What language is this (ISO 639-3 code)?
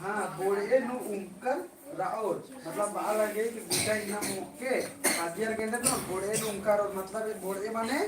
kru